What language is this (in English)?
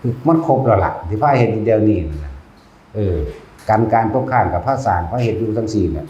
Northeastern Thai